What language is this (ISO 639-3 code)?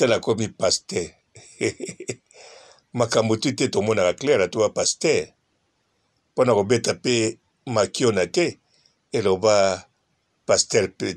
lin